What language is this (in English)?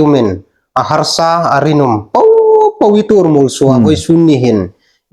Hmar